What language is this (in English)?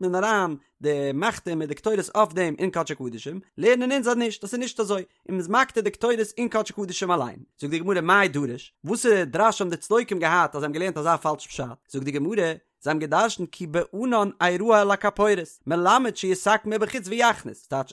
Yiddish